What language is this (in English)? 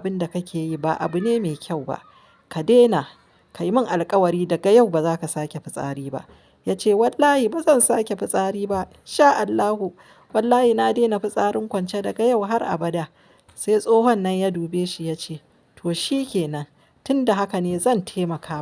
Hausa